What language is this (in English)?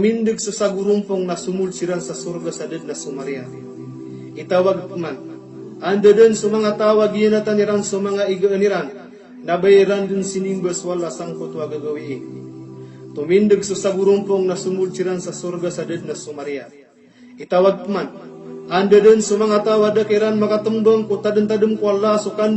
Maranao